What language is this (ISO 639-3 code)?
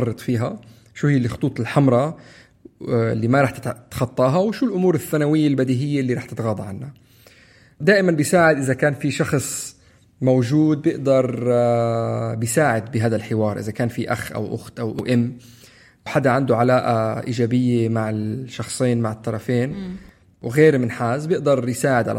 apc